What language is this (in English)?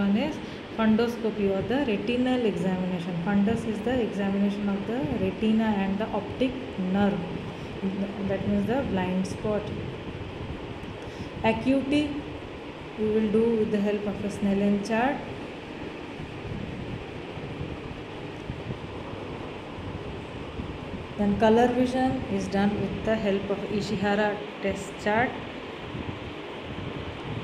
English